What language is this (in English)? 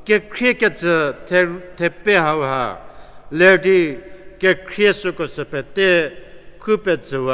Angami Naga